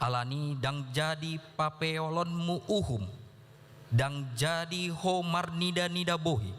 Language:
Batak Toba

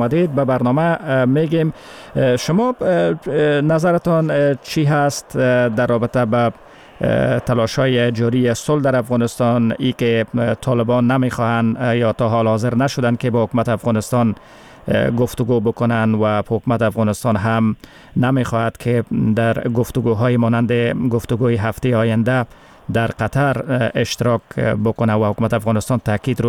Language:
Persian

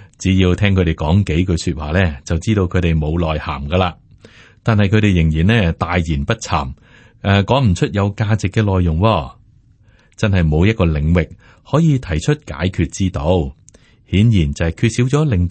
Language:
Cantonese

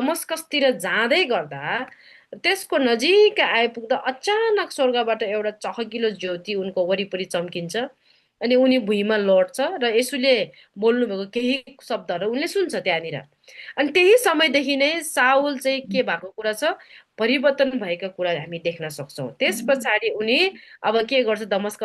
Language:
Nepali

